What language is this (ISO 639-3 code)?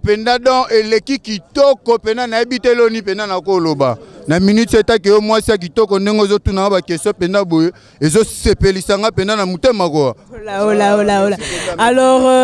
lin